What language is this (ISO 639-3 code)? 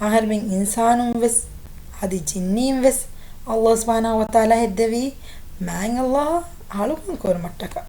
div